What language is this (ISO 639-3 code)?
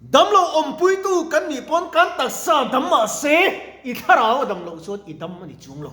lus